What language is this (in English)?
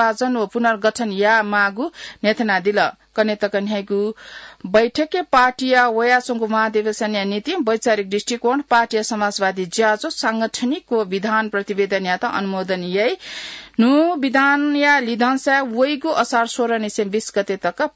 Newari